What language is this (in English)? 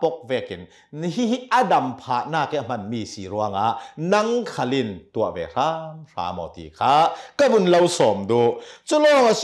Hakha Chin